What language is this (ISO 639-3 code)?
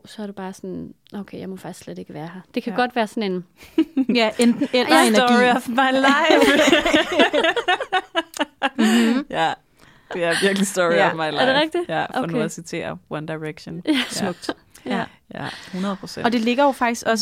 dan